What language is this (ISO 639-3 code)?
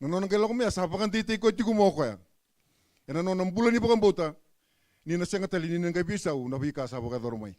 fij